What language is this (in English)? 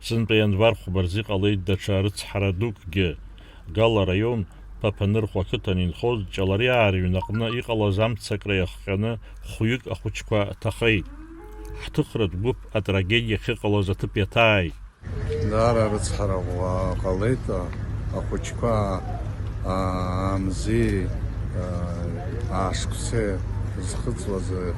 Abkhazian